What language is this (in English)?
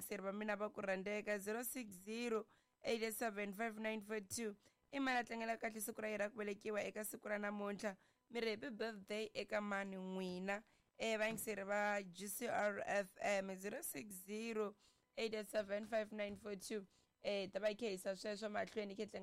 Tsonga